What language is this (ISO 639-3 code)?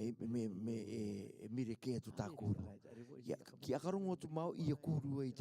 rar